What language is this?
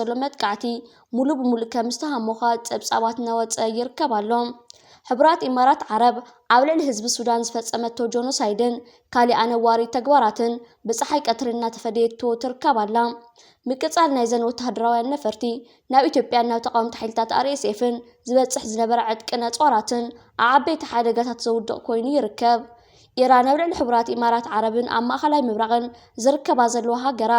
Tigrinya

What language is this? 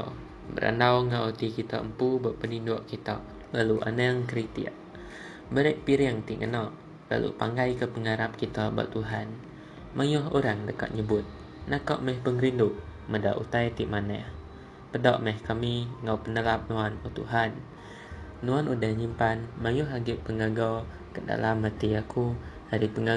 Iban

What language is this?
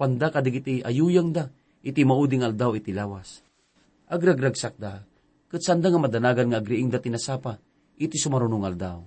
Iloko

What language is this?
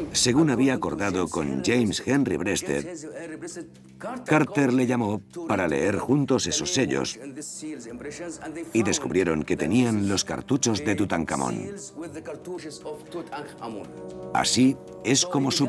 Spanish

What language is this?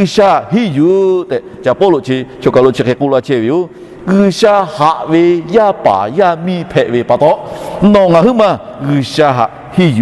Lahu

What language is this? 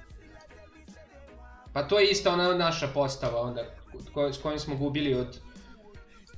Serbian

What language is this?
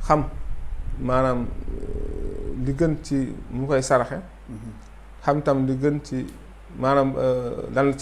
Wolof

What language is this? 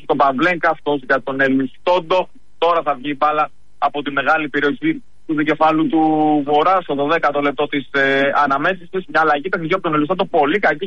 Greek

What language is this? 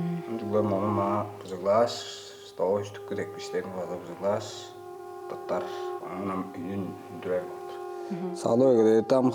Tuvinian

